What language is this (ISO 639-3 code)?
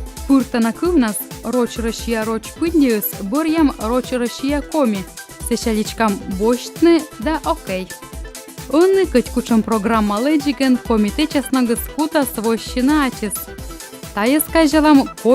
kom